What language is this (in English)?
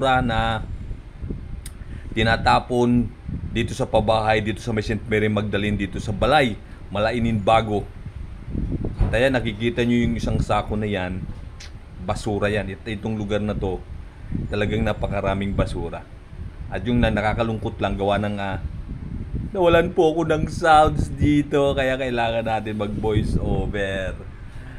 Filipino